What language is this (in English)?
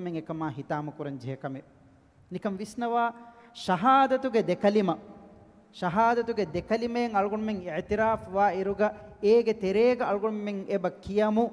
Divehi